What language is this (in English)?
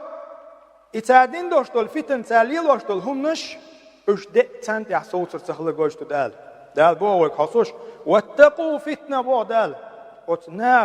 Chechen